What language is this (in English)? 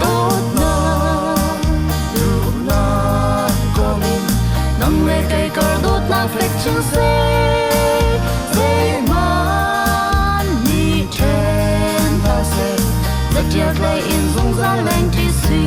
Hakha Chin